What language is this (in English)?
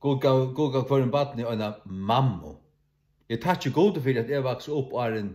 Faroese